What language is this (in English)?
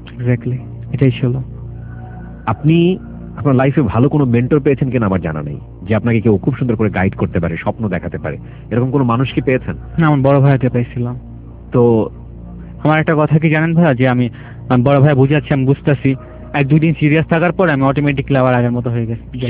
Bangla